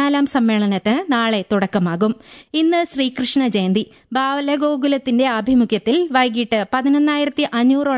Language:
Malayalam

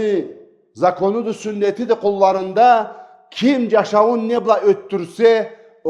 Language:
Karachay-Balkar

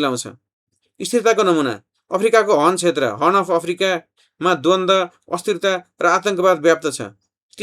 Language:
Nepali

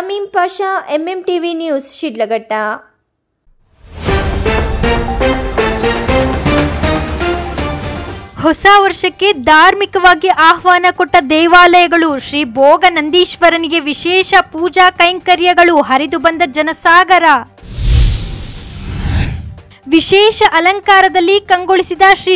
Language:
Kannada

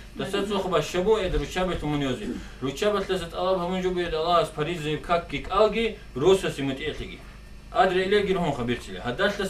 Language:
Avaric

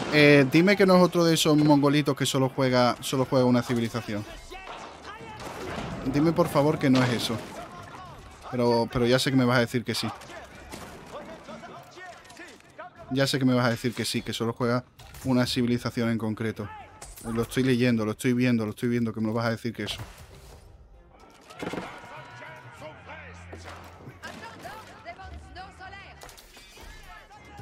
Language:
Spanish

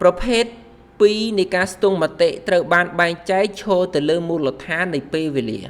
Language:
Khmer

